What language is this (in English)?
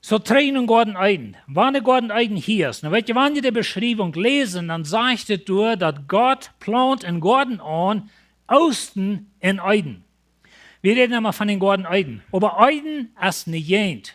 Plautdietsch